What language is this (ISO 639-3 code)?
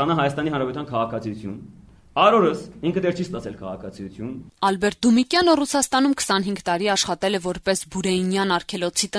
hye